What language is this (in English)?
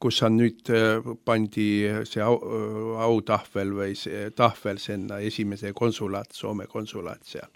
Estonian